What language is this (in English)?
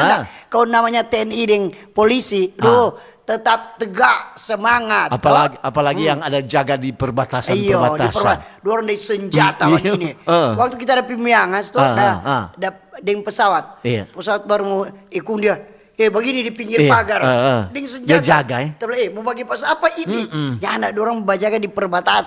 Manado Malay